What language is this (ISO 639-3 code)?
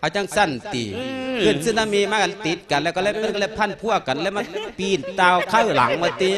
lao